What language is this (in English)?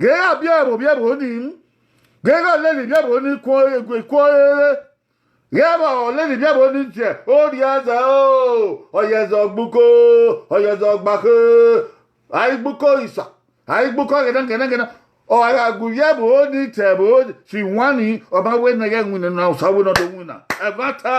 Bini